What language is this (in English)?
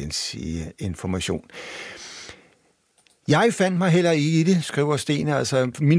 Danish